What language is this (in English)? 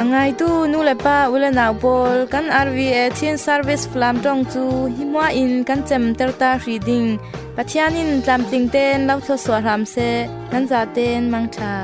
Falam Chin